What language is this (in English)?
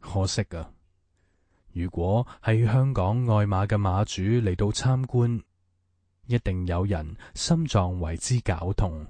Cantonese